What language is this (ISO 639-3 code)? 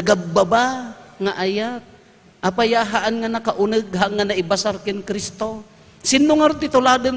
ilo